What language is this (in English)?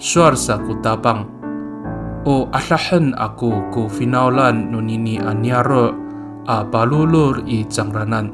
Amis